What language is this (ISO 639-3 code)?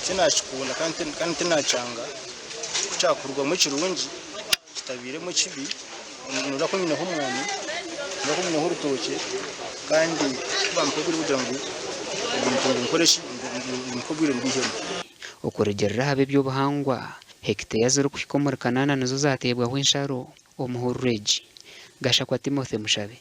nyn